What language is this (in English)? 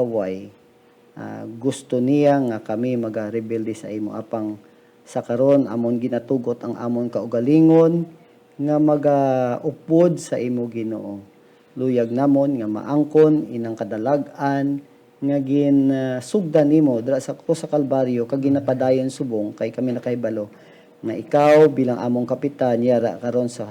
Hiligaynon